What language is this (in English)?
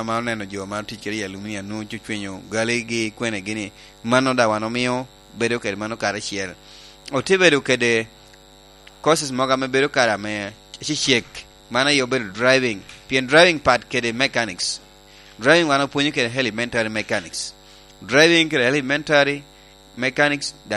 Lango (Uganda)